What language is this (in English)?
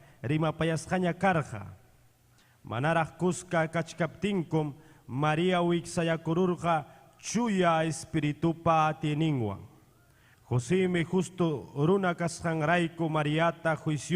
Ayacucho Quechua